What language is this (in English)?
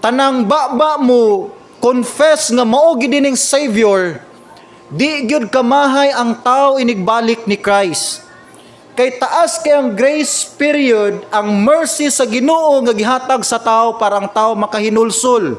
Cebuano